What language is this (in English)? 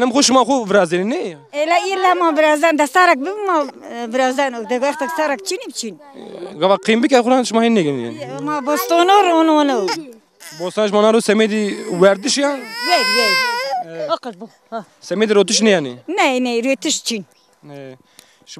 Zaza